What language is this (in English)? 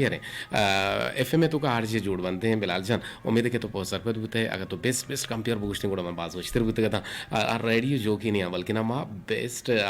Eastern Balochi